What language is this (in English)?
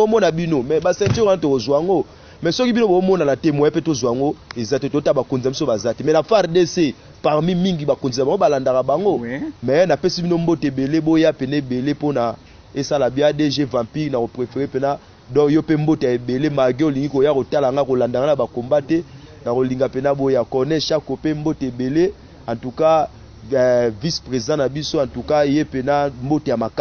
Lingala